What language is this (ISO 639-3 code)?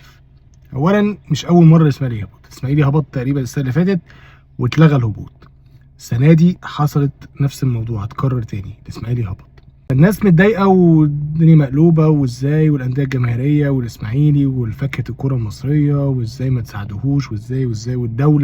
arz